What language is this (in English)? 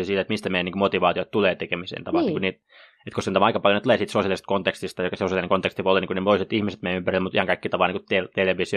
Finnish